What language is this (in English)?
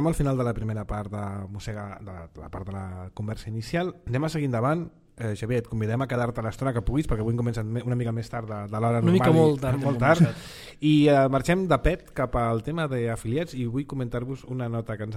Catalan